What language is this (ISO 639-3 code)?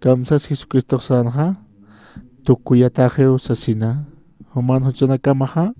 aym